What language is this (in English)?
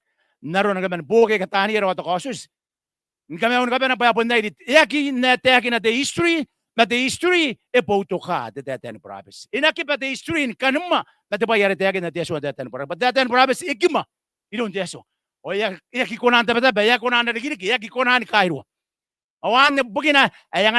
Gilbertese